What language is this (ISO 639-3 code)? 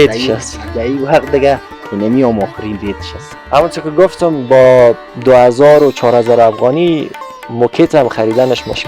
fas